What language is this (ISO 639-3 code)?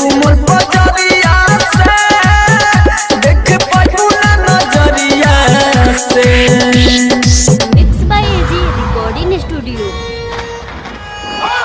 bho